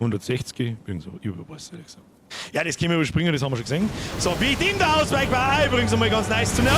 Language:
Bavarian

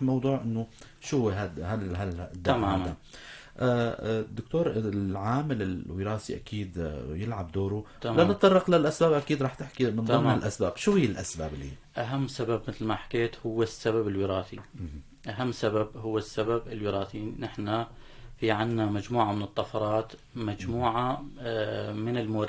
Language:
North Levantine Arabic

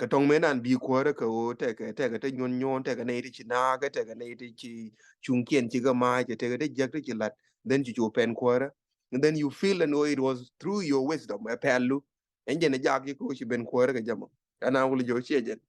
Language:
Nuer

